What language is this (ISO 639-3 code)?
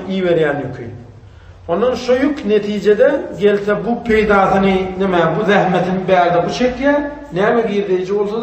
tuk